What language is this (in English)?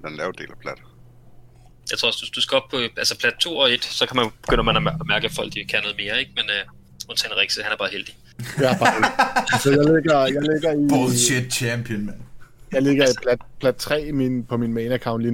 Danish